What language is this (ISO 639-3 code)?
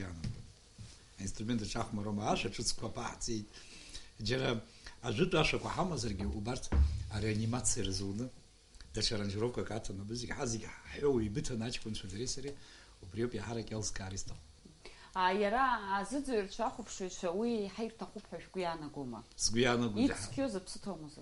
abk